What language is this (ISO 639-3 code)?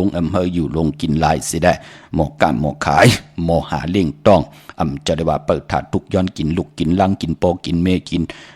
shn